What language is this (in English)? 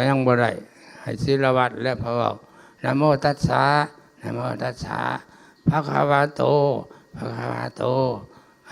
Lao